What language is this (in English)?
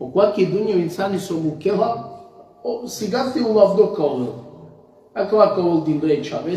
Balkan Romani